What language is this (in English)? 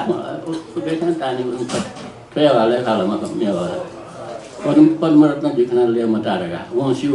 Newari